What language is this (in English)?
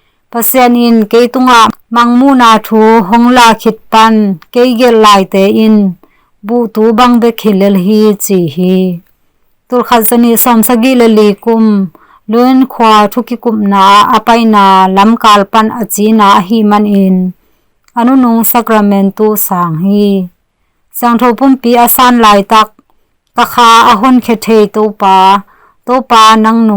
Tedim Chin